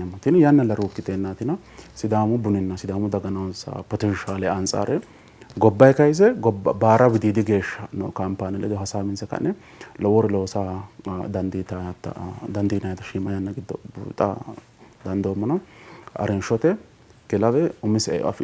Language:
Sidamo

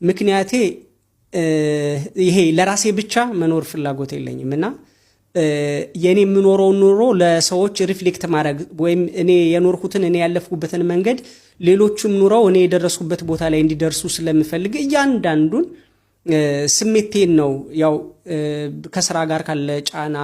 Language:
Amharic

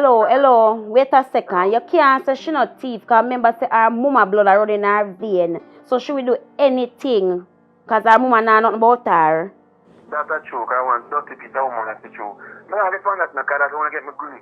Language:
Jamaican Creole English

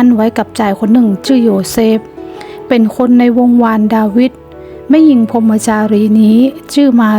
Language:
Northern Thai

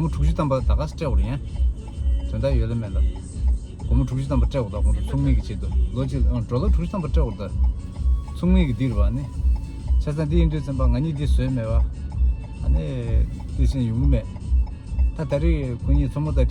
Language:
Tibetan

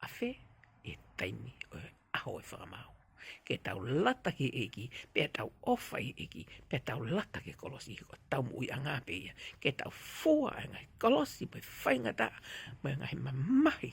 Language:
Tongan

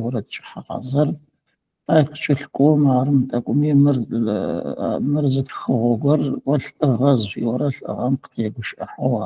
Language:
Adyghe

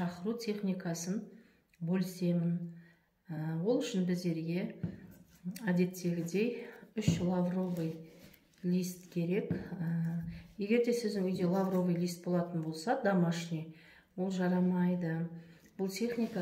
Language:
Kazakh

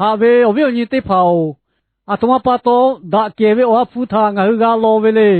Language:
Lahu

